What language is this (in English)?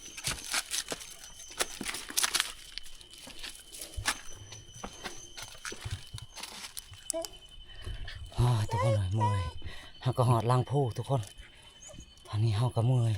Lao